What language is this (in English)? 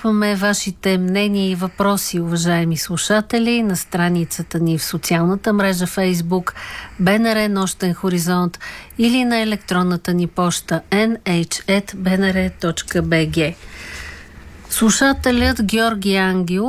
Bulgarian